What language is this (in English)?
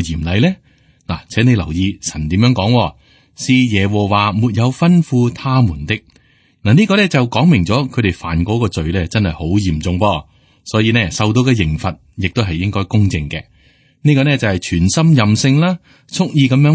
Cantonese